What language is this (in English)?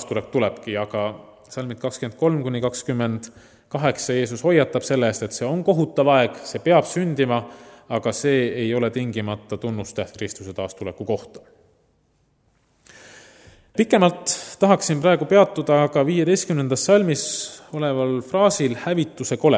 Estonian